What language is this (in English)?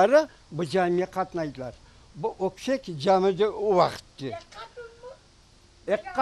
Crimean Tatar